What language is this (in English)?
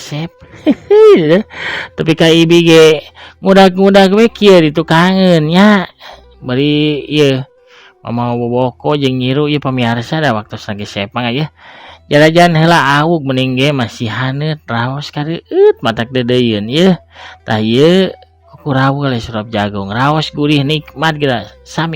Sundanese